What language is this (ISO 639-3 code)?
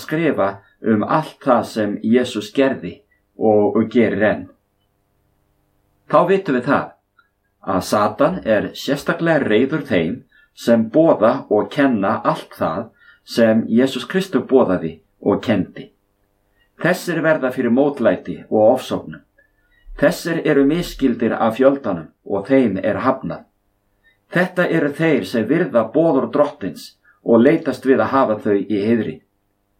isl